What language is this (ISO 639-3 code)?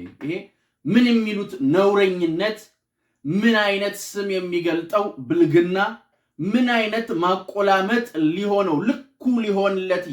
amh